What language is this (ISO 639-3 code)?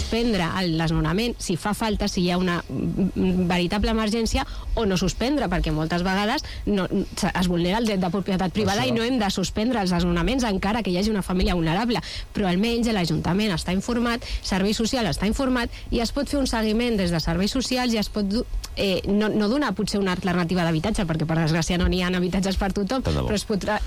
cat